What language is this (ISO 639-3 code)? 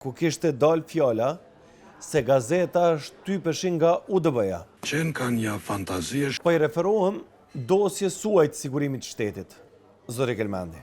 sqi